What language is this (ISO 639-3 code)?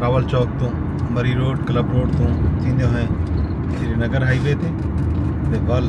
skr